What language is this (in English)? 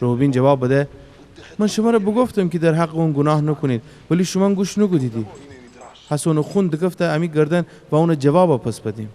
Gilaki